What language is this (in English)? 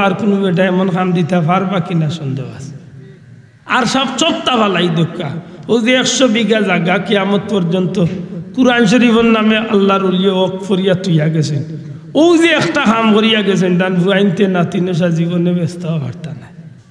Sylheti